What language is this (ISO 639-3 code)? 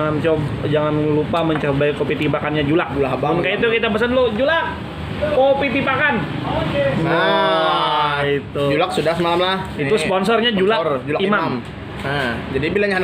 bjn